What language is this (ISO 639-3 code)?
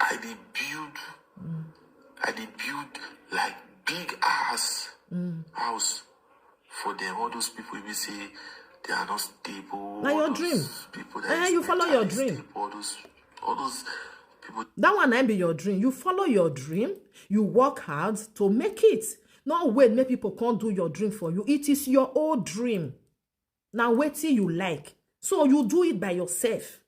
pcm